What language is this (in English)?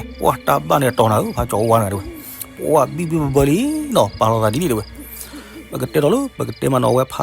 S'gaw Karen